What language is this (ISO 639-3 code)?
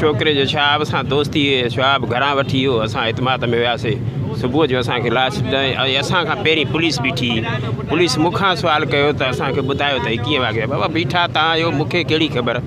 snd